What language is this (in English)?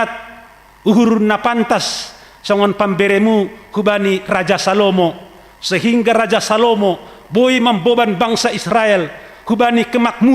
Batak Simalungun